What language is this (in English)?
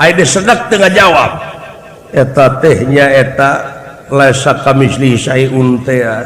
Sundanese